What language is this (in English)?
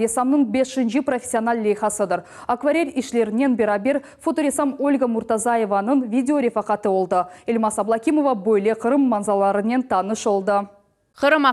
Crimean Tatar